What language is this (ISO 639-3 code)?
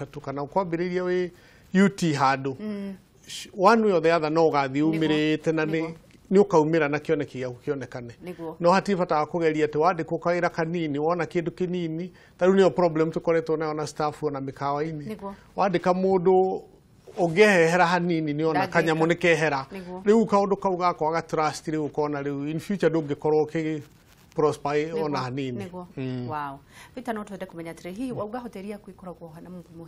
kik